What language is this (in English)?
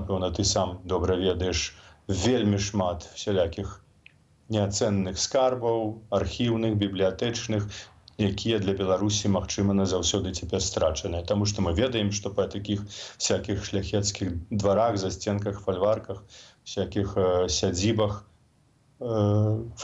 Belarusian